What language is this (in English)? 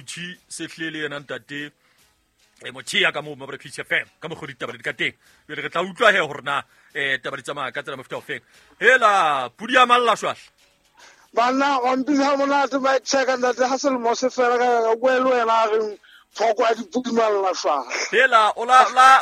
Southern Sotho